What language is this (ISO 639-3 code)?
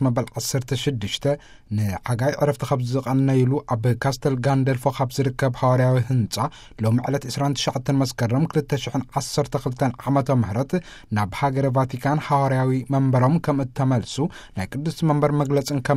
tir